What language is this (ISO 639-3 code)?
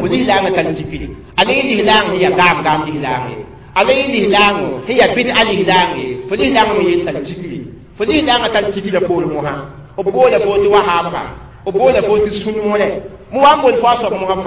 mos